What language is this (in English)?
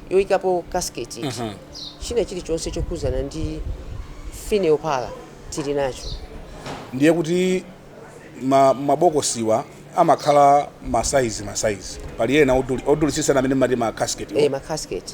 Nyanja